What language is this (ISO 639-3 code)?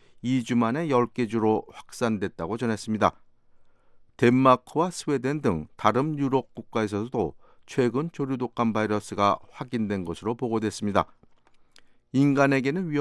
kor